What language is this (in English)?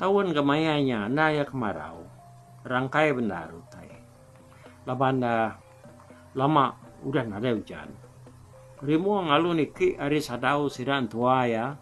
Iban